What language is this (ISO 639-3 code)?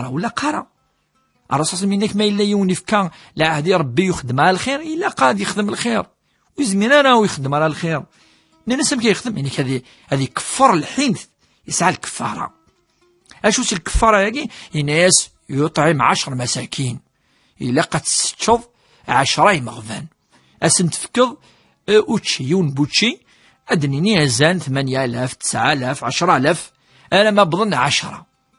kab